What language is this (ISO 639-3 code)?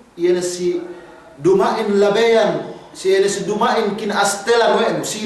yka